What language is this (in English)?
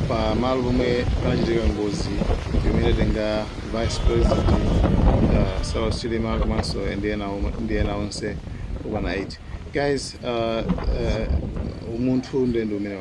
Nyanja